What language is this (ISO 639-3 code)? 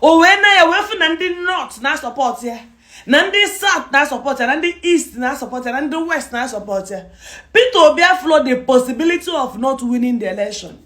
ibo